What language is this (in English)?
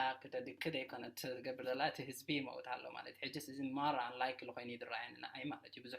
Tigrinya